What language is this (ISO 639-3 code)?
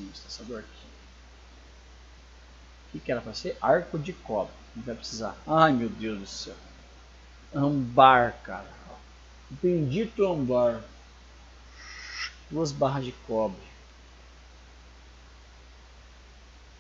por